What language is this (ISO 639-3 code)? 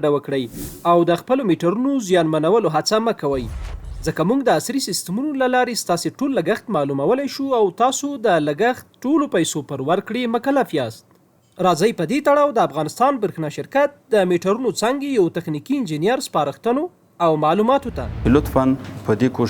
pus